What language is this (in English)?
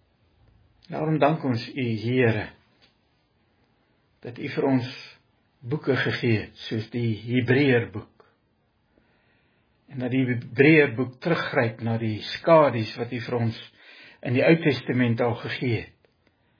Afrikaans